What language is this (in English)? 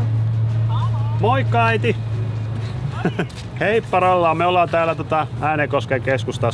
Finnish